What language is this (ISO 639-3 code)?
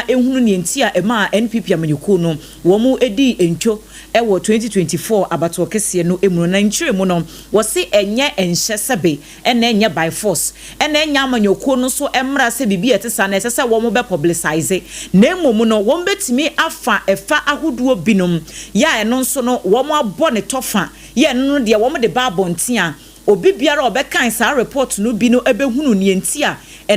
aka